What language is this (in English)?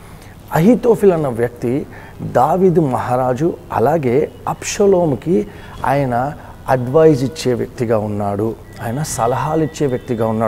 Telugu